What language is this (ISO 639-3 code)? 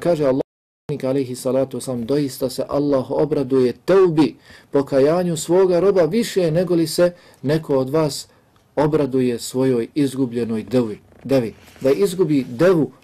bos